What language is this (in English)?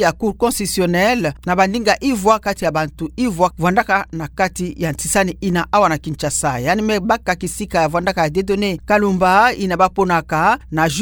Kituba (Democratic Republic of Congo)